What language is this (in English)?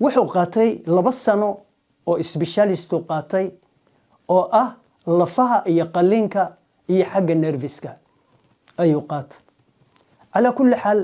Somali